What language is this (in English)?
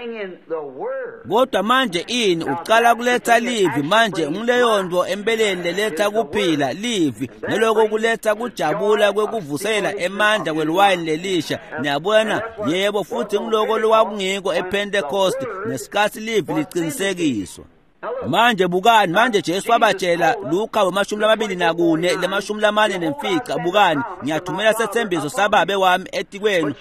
Swati